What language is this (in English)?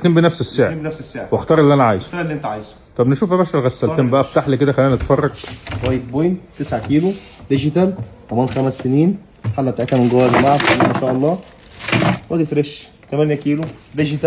Egyptian Arabic